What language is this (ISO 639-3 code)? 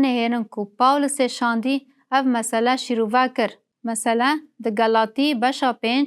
kur